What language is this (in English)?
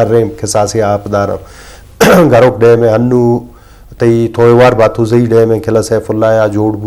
Eastern Balochi